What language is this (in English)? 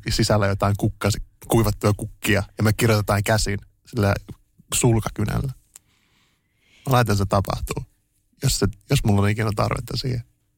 Finnish